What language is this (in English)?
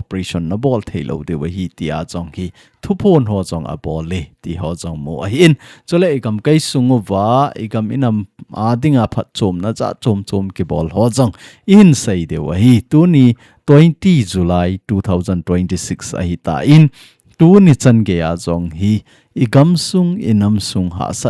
Thado Chin